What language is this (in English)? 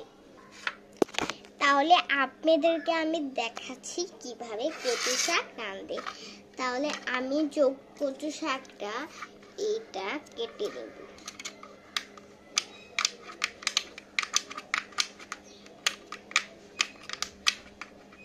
Bangla